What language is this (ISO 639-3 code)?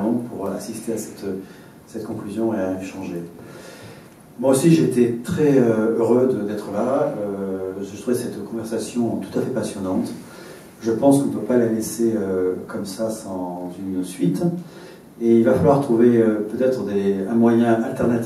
fra